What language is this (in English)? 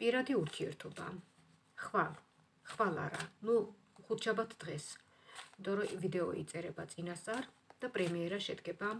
Georgian